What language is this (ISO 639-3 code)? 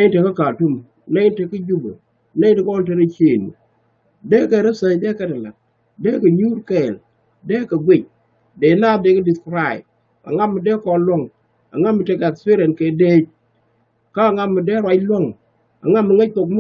nus